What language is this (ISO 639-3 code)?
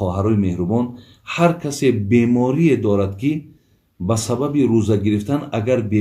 tgk